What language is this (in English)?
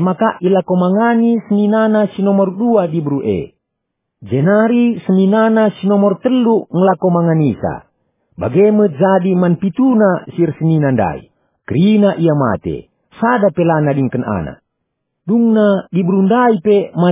Batak Karo